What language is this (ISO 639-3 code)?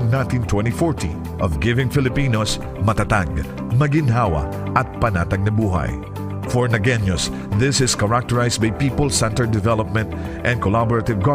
bik